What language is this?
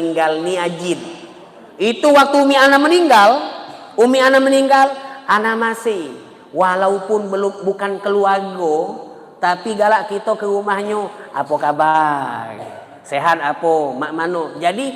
Musi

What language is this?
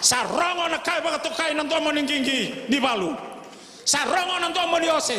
Fijian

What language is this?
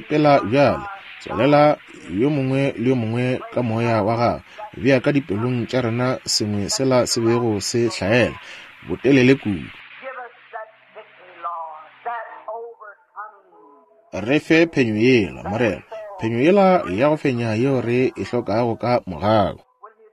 Northern Sotho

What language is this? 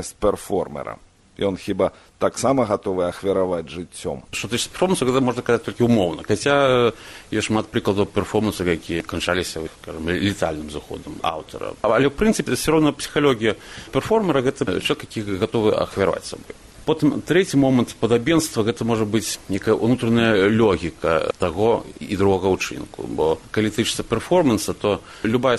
Belarusian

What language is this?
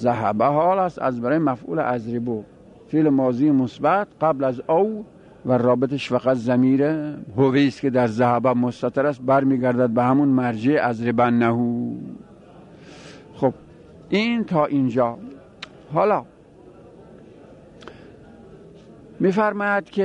Persian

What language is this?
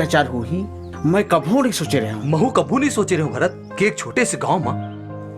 Chhattisgarhi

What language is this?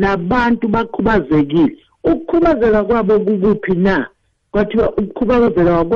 South Ndebele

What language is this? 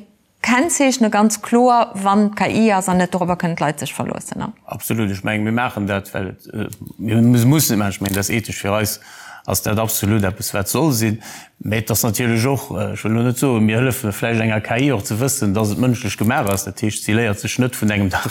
Luxembourgish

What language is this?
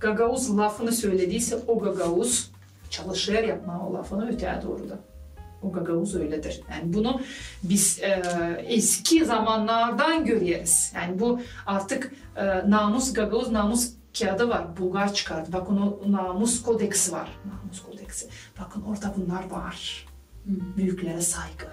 Gagauz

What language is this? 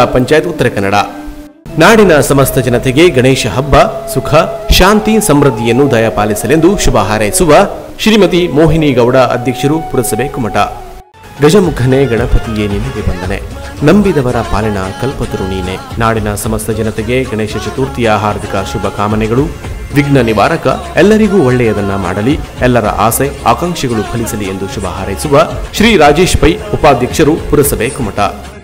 Kannada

